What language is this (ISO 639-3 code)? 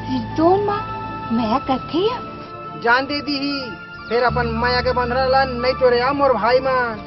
hne